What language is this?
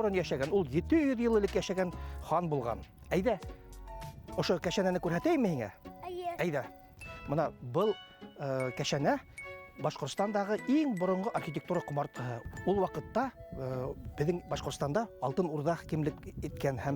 Bashkir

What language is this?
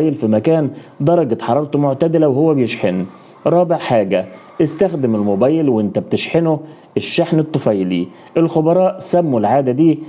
Egyptian Arabic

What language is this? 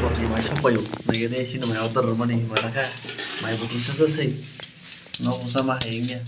Kok Borok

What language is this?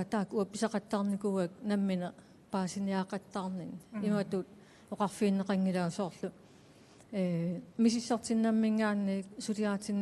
Kalaallisut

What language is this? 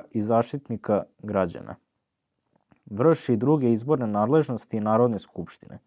Serbian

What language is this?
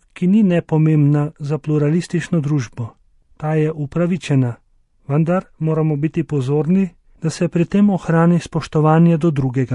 Slovenian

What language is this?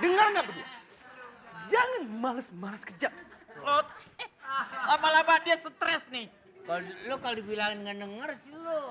Betawi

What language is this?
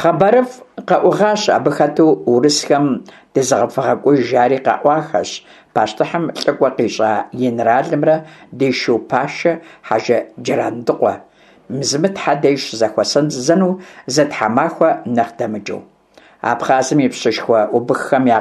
Kabardian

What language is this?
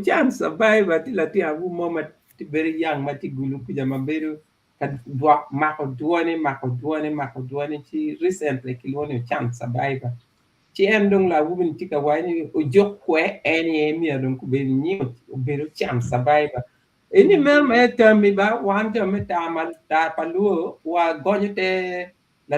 Acoli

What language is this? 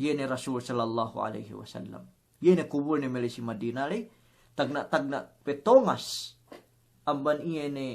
Yakan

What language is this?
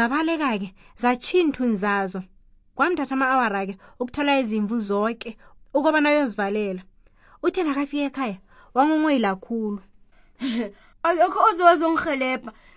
South Ndebele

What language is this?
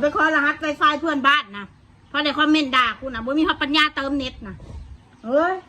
Lao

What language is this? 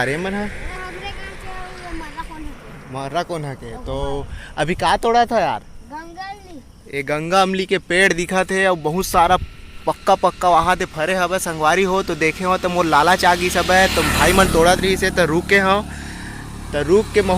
Chhattisgarhi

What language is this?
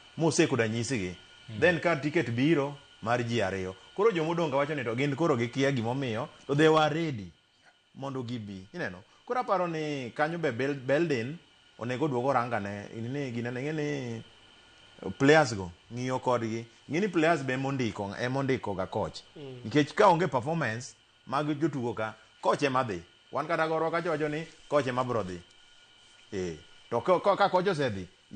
Luo (Kenya and Tanzania)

